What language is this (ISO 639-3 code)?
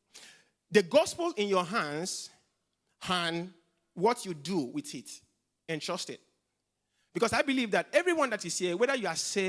eng